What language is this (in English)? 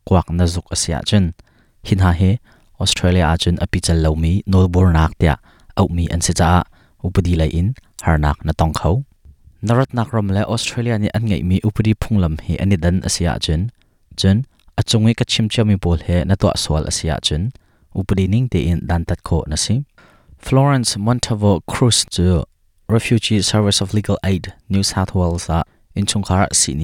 Hakha Chin